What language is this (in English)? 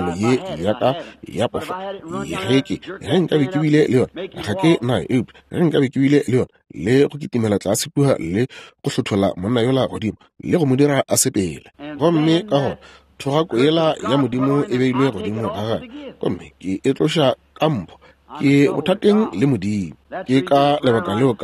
Northern Sotho